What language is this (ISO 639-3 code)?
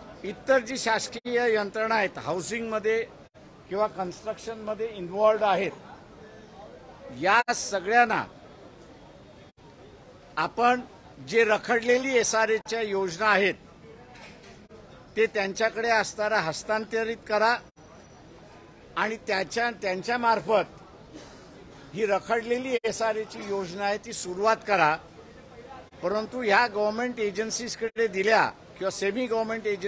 mar